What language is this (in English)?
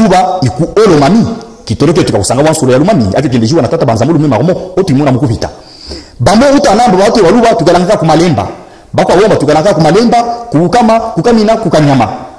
Luba-Katanga